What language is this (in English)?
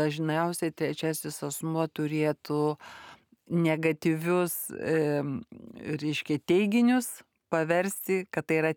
Lithuanian